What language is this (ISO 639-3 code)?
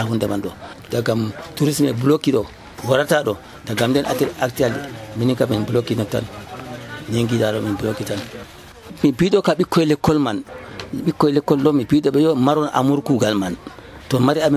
fuv